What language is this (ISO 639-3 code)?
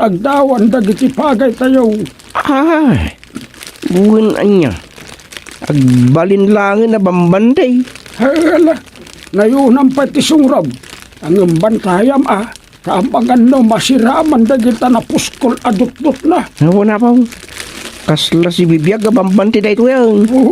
ilo